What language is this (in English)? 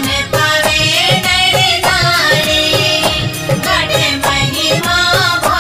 Bhojpuri